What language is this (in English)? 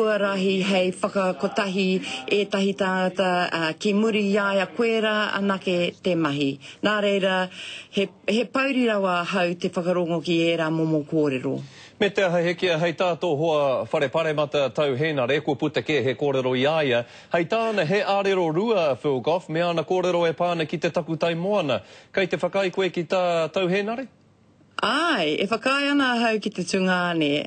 Māori